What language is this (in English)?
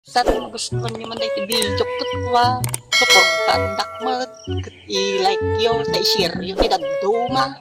Iloko